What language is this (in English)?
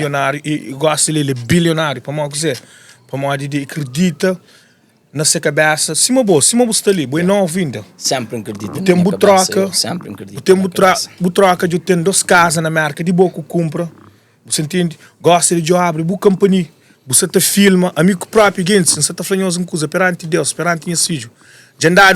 Kabuverdianu